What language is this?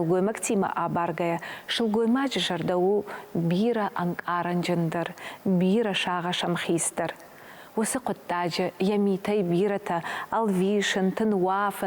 Ossetic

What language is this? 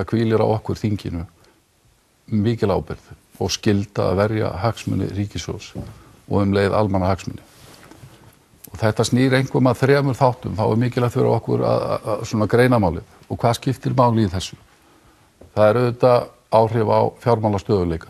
Icelandic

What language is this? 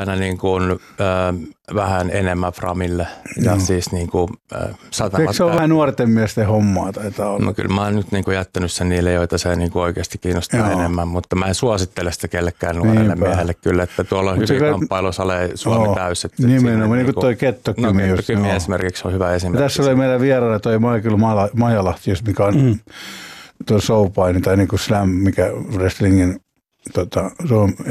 Finnish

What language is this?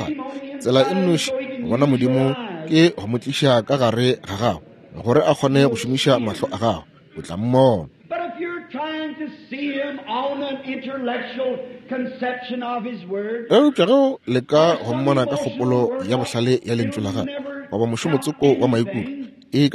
Northern Sotho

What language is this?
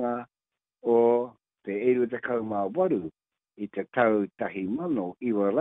Māori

